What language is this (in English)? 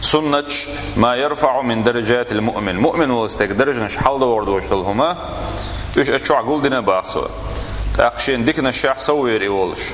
Chechen